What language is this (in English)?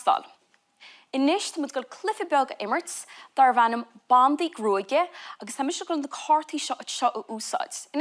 Irish